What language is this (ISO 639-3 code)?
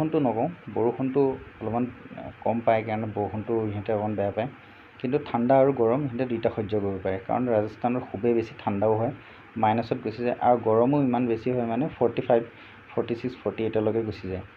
asm